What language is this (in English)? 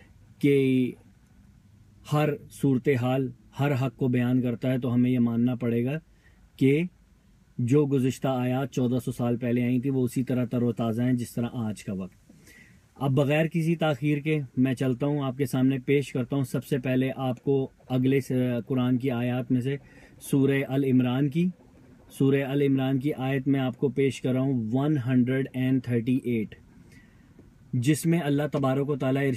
Urdu